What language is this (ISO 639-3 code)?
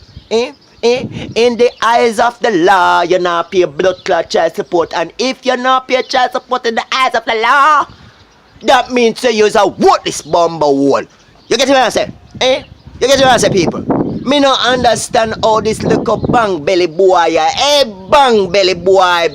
jam